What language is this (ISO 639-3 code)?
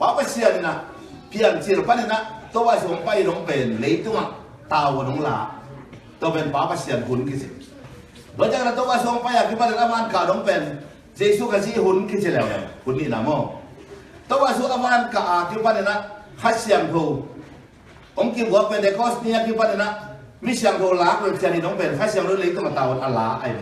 ctd